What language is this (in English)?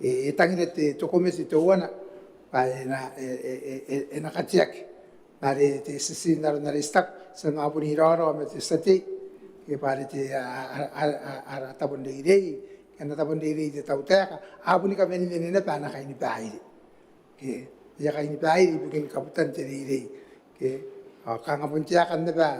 Gilbertese